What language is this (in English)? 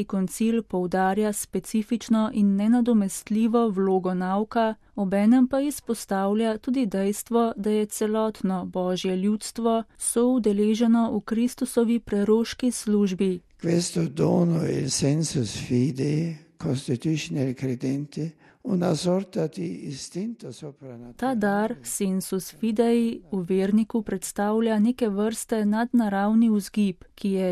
Slovenian